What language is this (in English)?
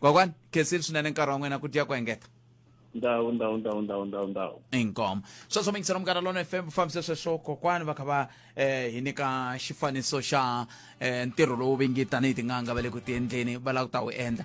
Tsonga